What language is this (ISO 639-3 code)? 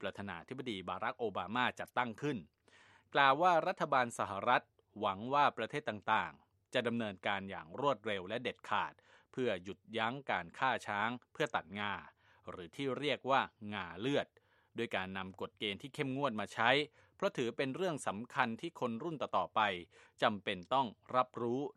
tha